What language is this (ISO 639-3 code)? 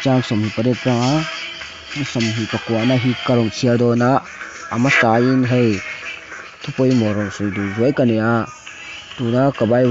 lus